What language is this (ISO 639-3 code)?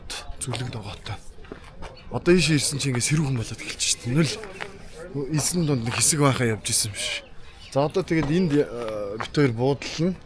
mon